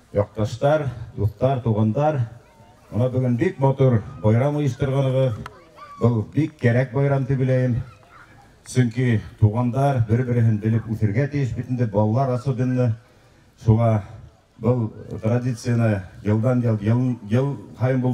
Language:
Bashkir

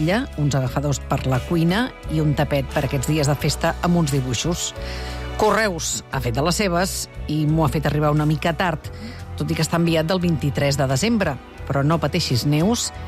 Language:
Catalan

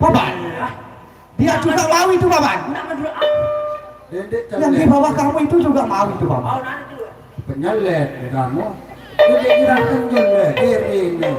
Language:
Sasak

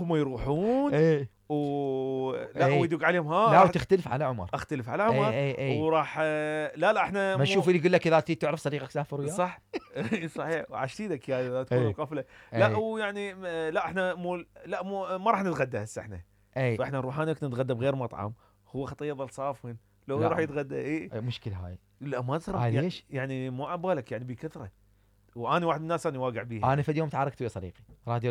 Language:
Mesopotamian Arabic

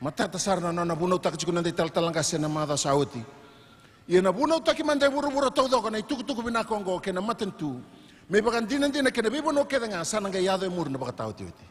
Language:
Fijian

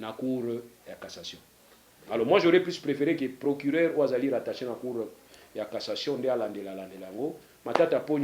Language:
Lingala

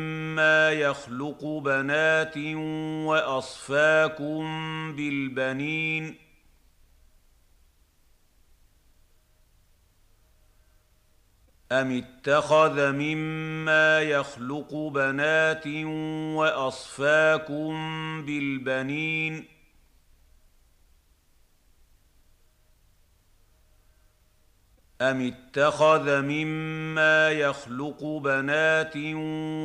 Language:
Arabic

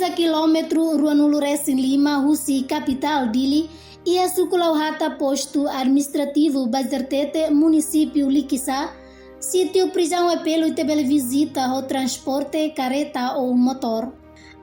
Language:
Tetum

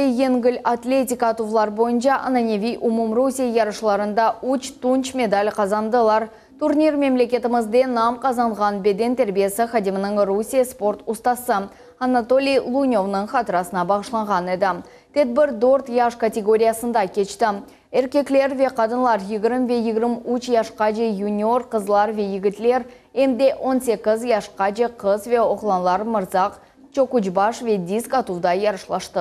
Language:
Crimean Tatar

